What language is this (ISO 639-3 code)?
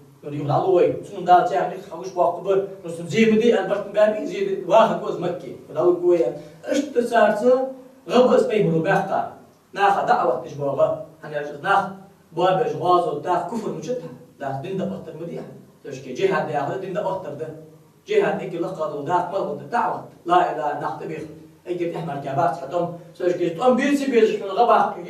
inh